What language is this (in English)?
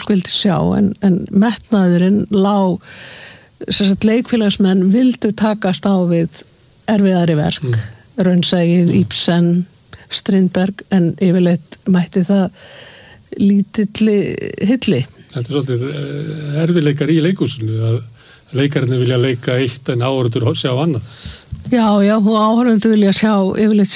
Icelandic